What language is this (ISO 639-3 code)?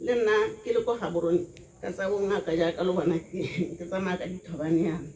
tsn